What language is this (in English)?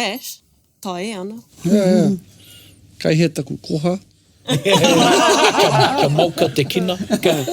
Māori